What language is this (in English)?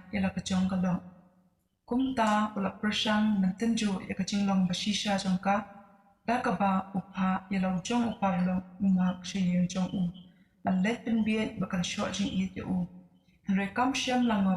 Khasi